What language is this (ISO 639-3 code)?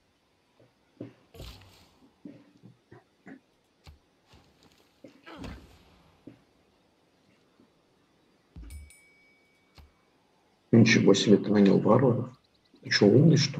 rus